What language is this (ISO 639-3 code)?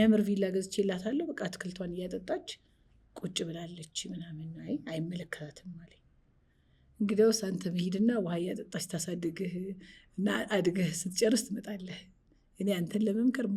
amh